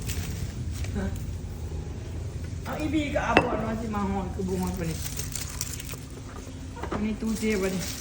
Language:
Lao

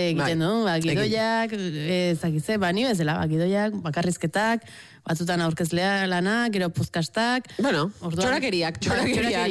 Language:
Basque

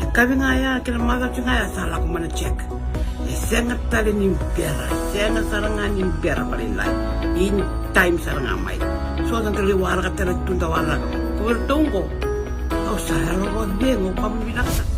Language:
Fijian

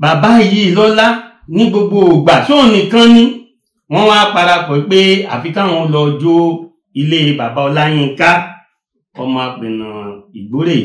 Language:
Yoruba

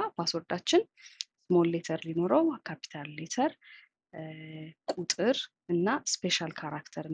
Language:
Amharic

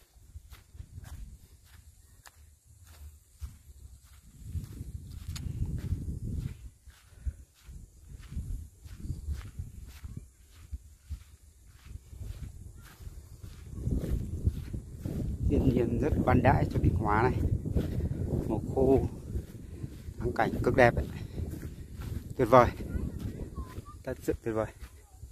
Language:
Vietnamese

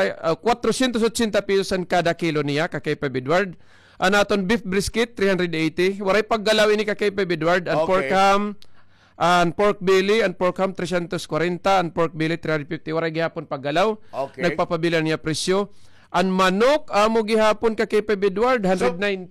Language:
Waray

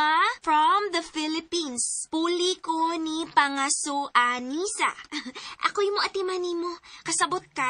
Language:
Cebuano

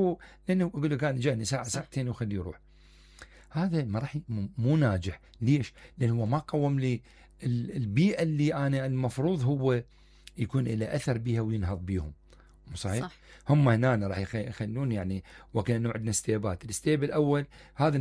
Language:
Mesopotamian Arabic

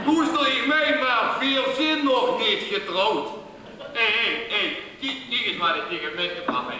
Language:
Limburgish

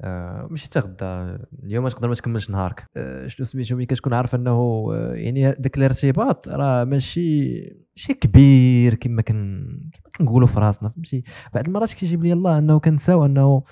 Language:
Moroccan Arabic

